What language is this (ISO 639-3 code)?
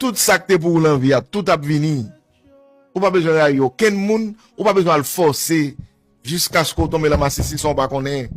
hat